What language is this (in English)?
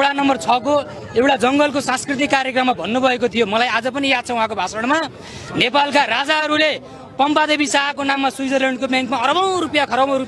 Nepali